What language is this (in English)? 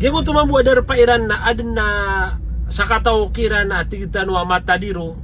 Maranao